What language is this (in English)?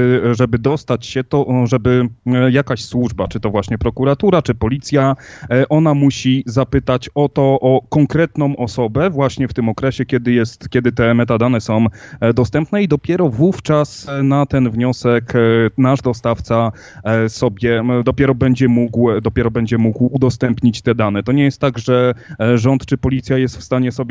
Polish